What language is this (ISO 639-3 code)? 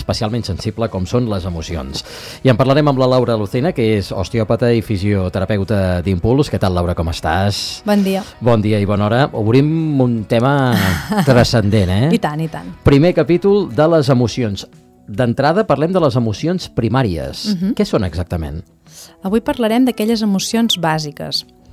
cat